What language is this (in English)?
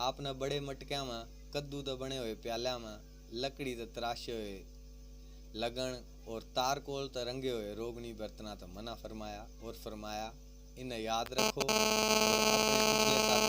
Haryanvi